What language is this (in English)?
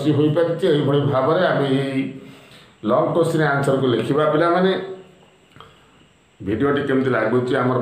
Odia